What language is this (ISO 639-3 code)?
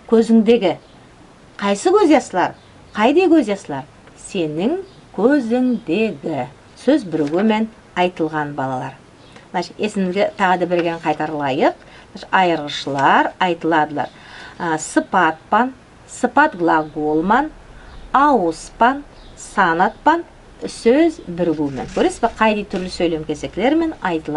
nog